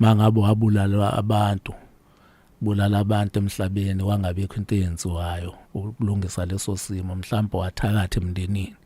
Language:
Zulu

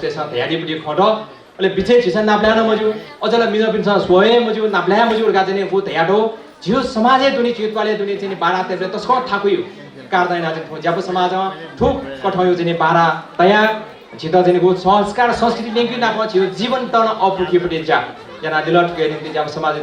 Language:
Newari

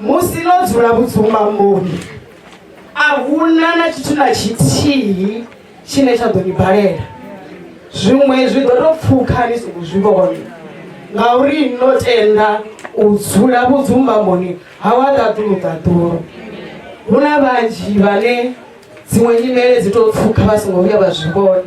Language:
Venda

